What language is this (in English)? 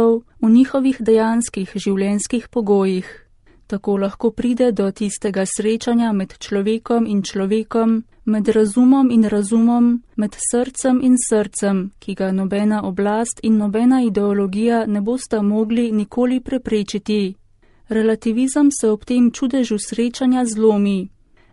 Slovenian